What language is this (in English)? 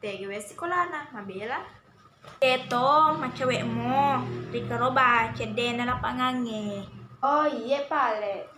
Buginese